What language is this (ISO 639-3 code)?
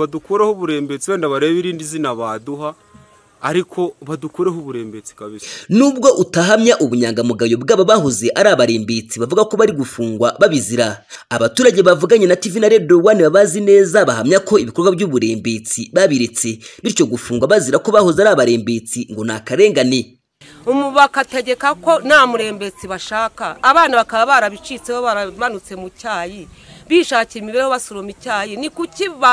kin